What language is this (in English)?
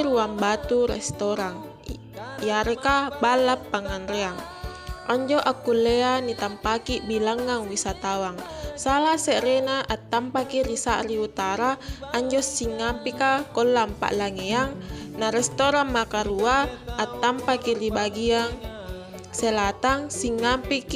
Makasar